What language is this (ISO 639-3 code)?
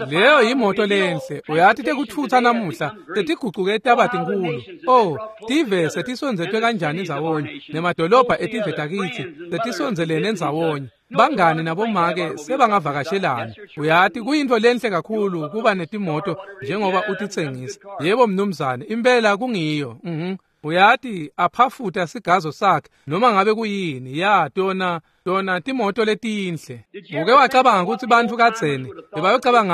ssw